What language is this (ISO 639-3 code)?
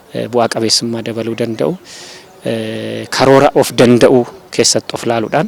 orm